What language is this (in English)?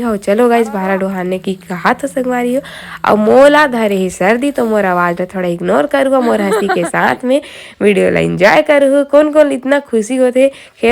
Chhattisgarhi